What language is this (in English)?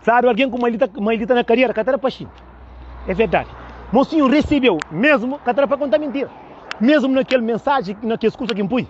Kabuverdianu